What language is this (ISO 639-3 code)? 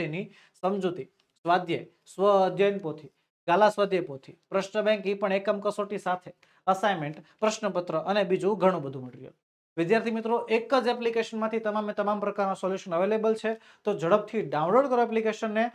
guj